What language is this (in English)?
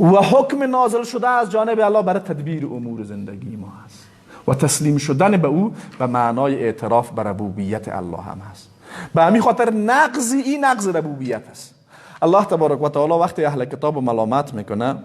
Persian